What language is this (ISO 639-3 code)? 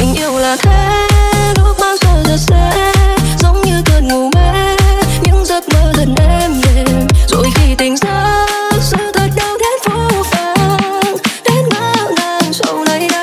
vie